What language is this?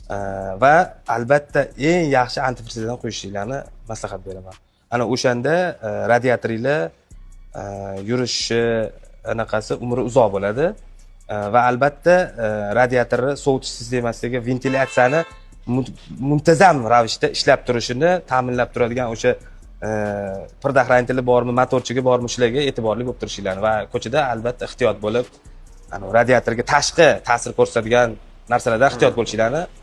Uzbek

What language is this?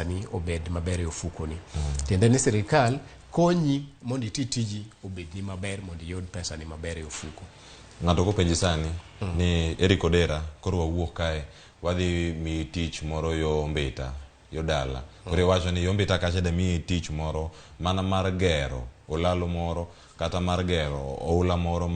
Luo (Kenya and Tanzania)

